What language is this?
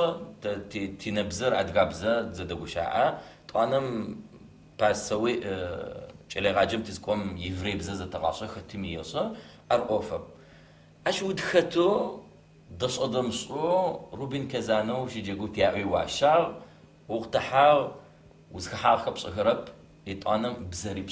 Adyghe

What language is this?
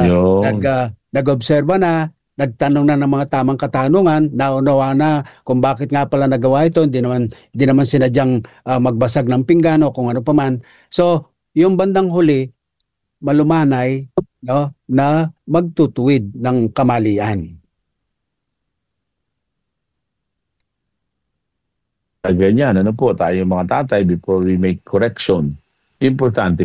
Filipino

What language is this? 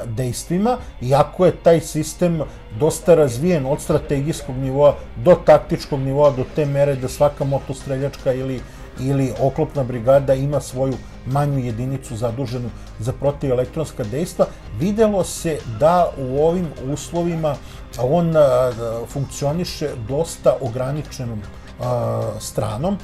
Serbian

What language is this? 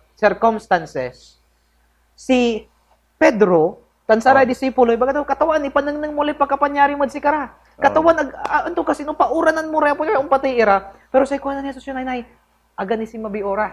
Pangasinan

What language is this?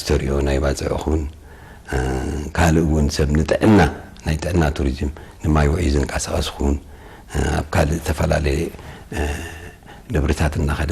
Tigrinya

